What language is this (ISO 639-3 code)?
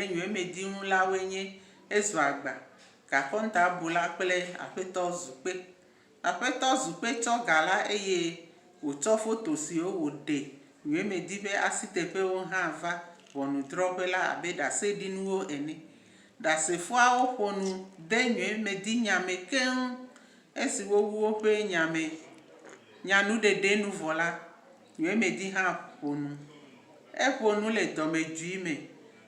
ewe